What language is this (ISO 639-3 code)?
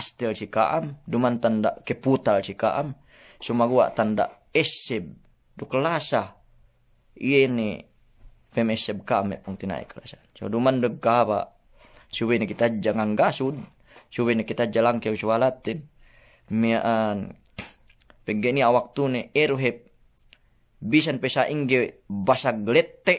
yka